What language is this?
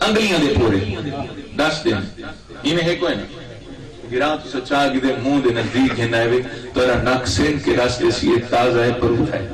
Saraiki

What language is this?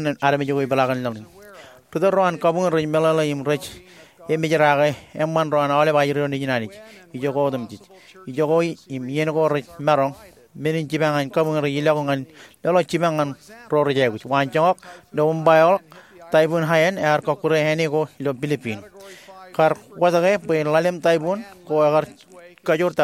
Marshallese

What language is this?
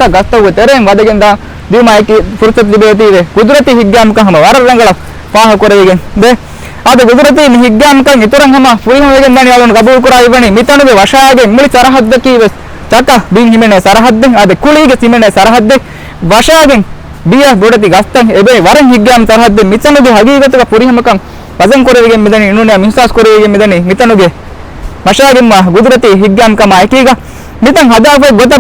Divehi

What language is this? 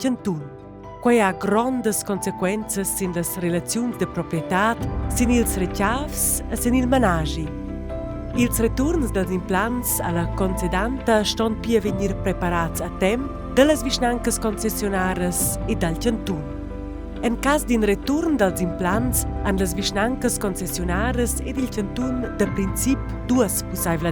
Romansh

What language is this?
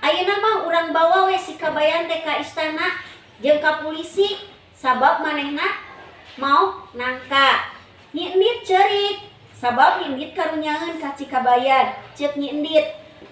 Sundanese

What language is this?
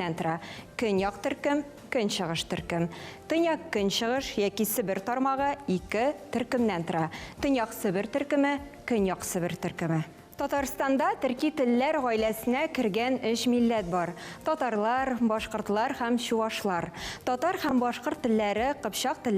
Tatar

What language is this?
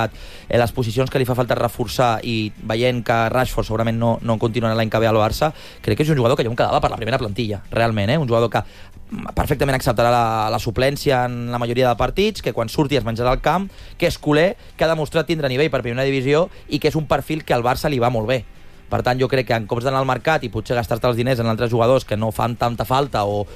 Catalan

